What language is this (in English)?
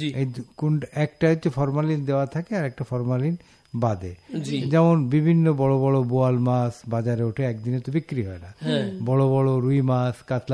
Bangla